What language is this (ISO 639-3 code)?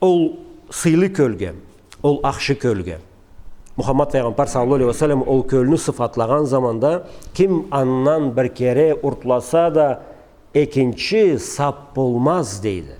krc